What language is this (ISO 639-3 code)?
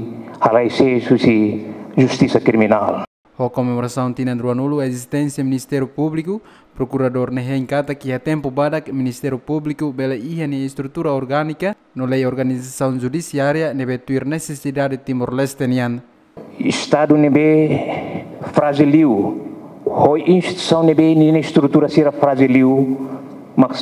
tet